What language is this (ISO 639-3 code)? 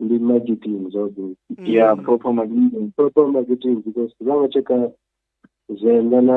ven